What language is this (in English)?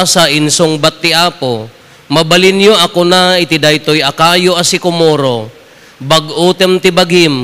Iloko